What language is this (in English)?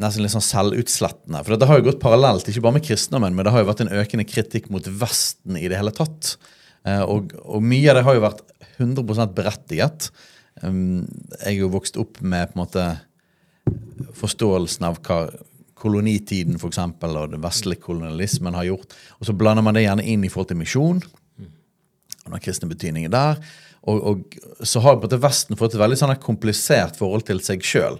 Norwegian